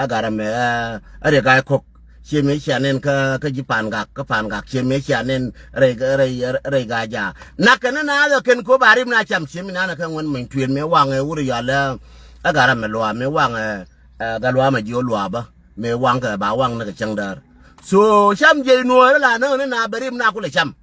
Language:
Nuer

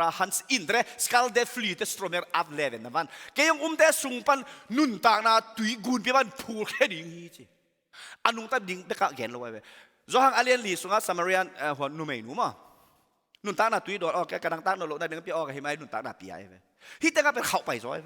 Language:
Tedim Chin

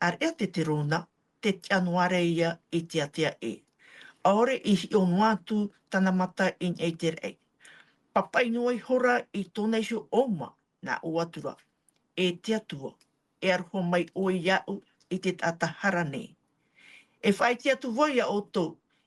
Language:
Tahitian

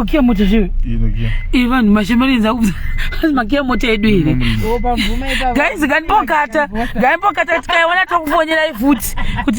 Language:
Shona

